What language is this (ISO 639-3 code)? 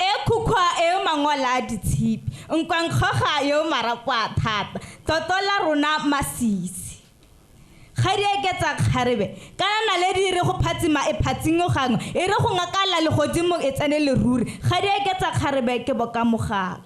tsn